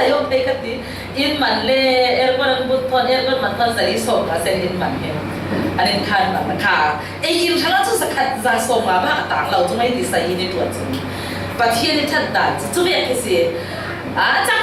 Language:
Falam Chin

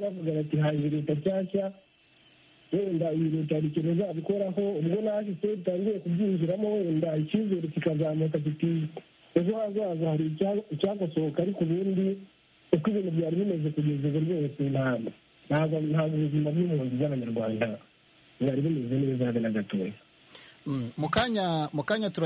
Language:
Kinyarwanda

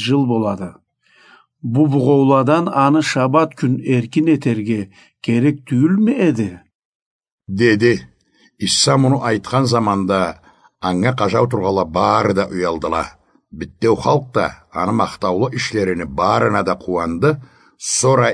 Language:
Karachay-Balkar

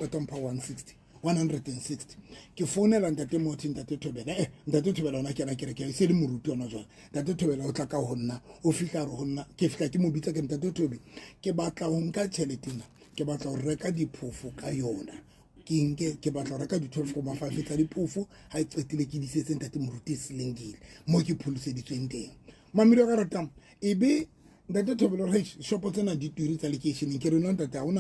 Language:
Southern Sotho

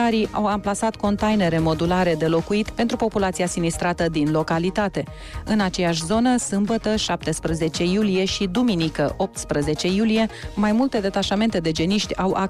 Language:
Romanian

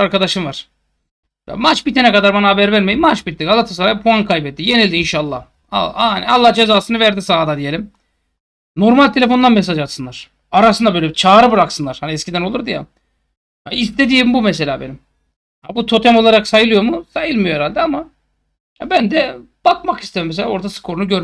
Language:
Turkish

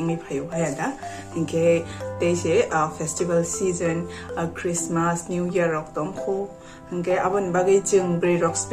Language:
Kok Borok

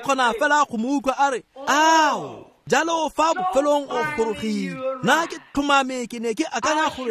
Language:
Tswana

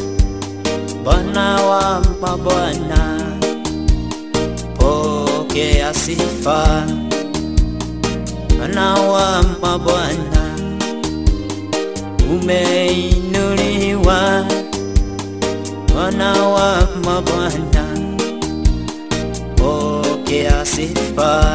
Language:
Swahili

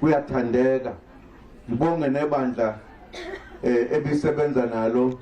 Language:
Zulu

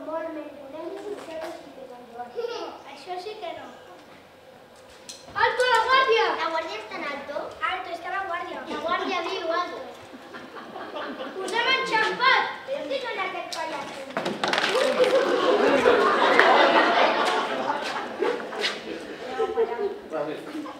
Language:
Catalan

